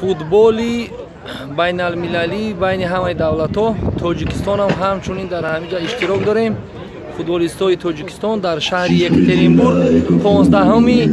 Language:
Tajik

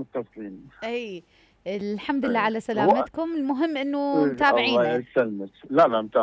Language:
Mesopotamian Arabic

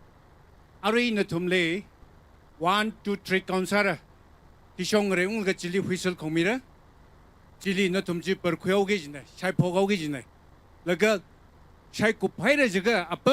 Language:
Tangkhul Naga (India)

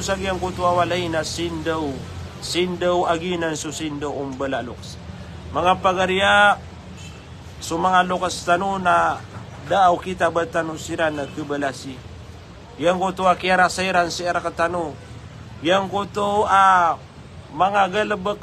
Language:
Maranao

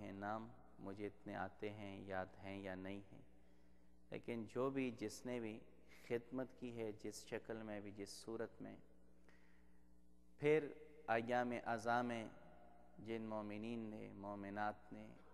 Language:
Urdu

